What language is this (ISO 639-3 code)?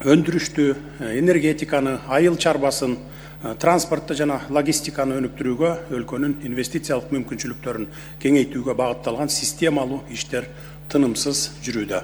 kir